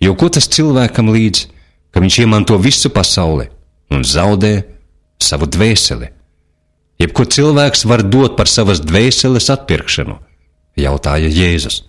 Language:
Latvian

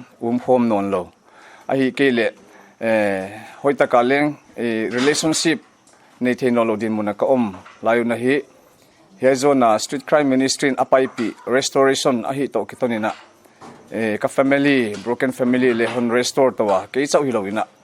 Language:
Paite Chin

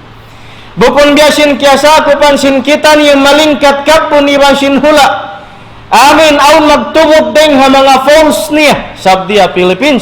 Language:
Tausug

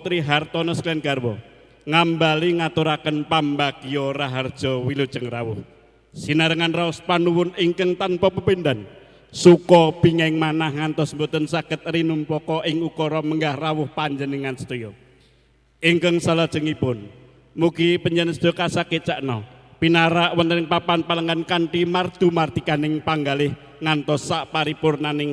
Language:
Javanese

